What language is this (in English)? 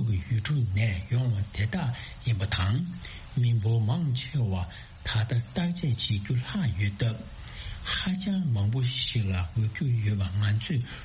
Tibetan